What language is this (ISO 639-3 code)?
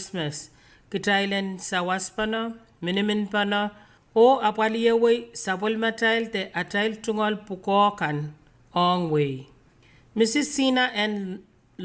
pon